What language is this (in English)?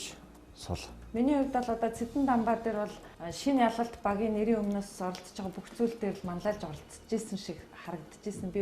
Mongolian